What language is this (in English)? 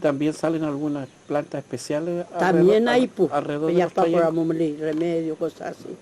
Mapuche